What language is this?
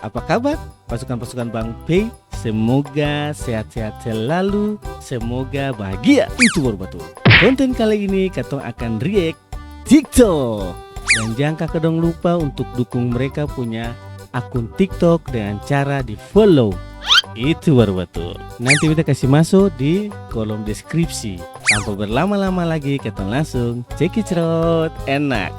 Ambonese Malay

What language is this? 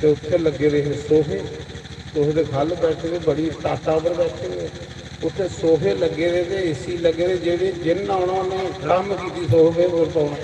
Dogri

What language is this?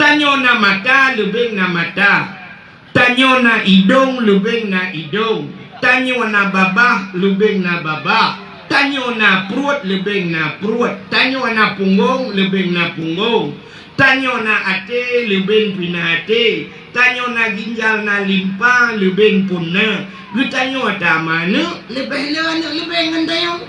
Achinese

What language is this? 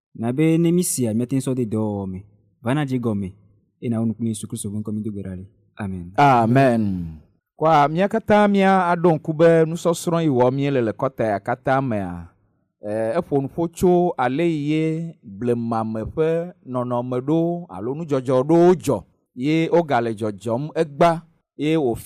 Ewe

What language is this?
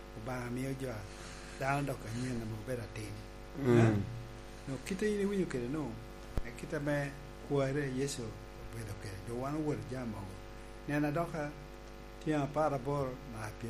Lango (Uganda)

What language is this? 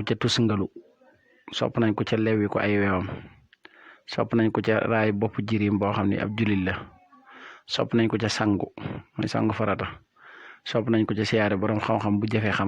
Wolof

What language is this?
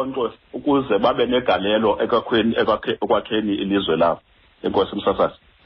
Xhosa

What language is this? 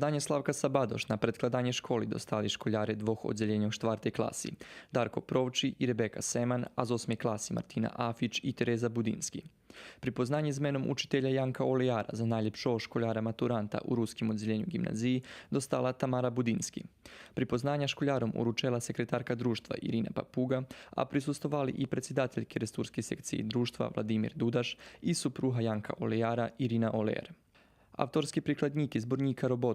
Rusyn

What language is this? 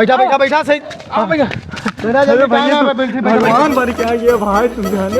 Awadhi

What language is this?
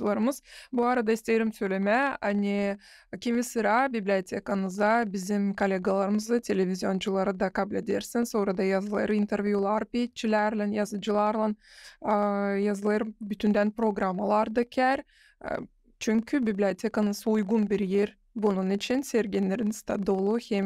Gagauz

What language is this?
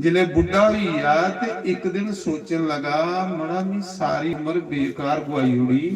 Dogri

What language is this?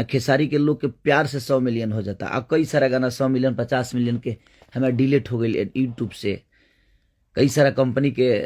Bhojpuri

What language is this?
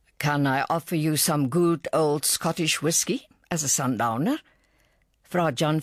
Afrikaans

